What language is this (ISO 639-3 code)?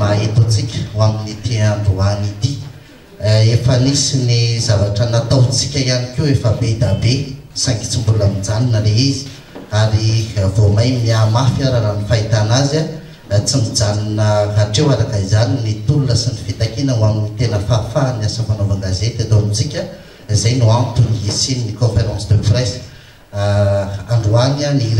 mlg